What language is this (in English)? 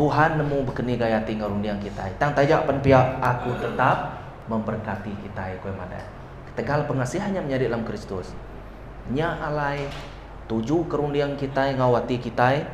Iban